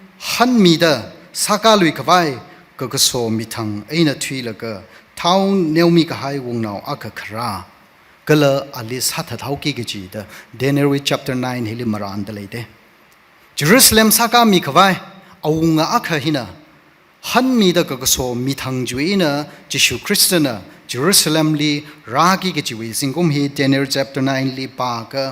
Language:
Tangkhul Naga (India)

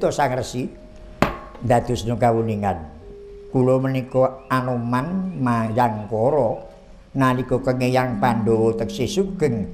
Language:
Javanese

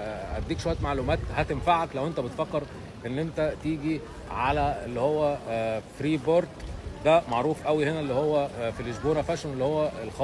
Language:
Egyptian Arabic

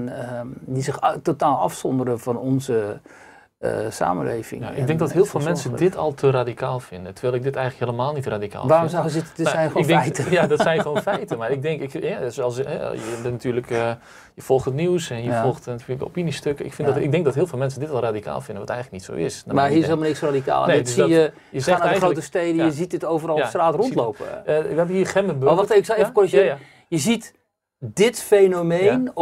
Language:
Dutch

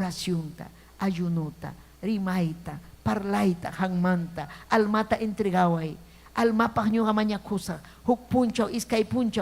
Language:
Ayacucho Quechua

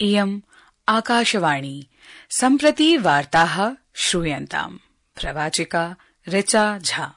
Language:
Sanskrit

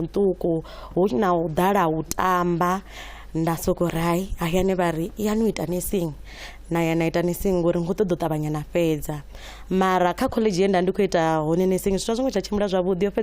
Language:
Venda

